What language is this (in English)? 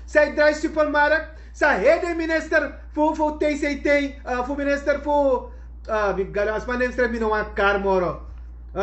Sranan Tongo